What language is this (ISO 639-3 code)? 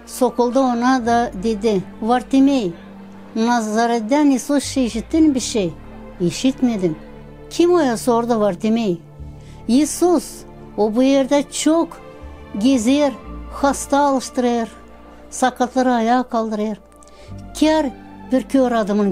gag